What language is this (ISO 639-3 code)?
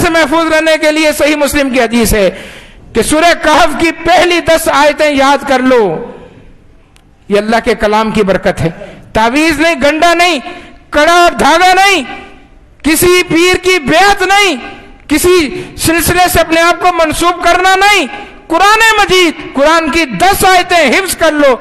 urd